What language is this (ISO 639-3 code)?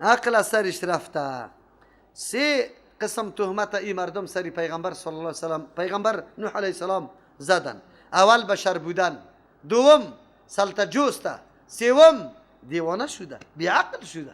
fas